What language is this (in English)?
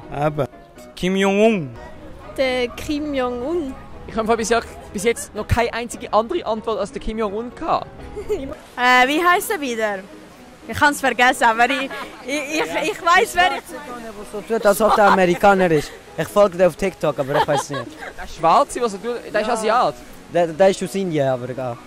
Swiss German